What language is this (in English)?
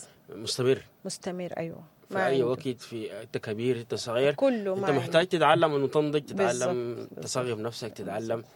Sudanese Arabic